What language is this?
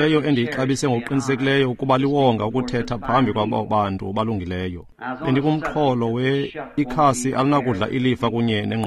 Xhosa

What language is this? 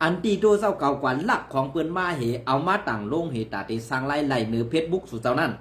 Shan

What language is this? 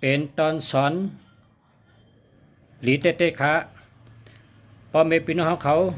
Shan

